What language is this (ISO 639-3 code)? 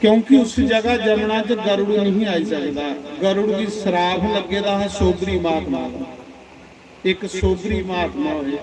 doi